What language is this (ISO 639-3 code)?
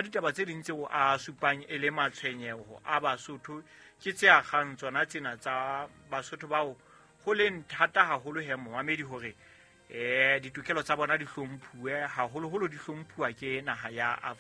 sot